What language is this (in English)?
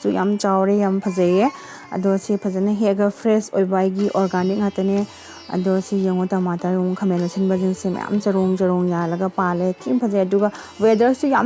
Manipuri